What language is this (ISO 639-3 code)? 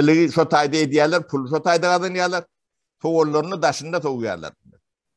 tuk